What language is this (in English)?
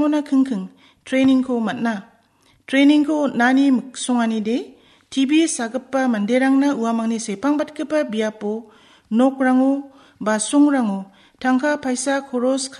Garo